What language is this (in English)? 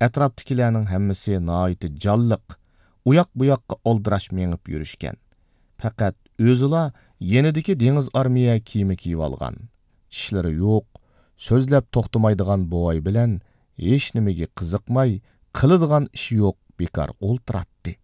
Uyghur